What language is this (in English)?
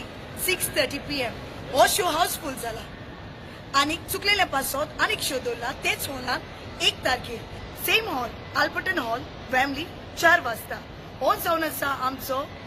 Konkani